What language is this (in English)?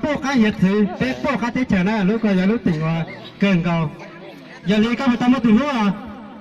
Hmong